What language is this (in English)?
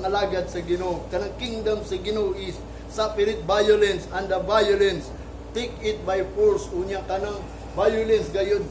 Cebuano